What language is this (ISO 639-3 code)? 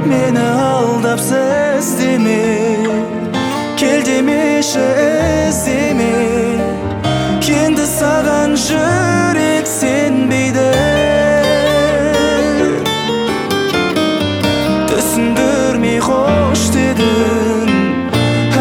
kaz